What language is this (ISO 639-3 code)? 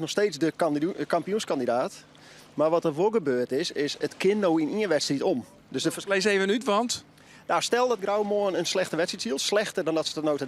fry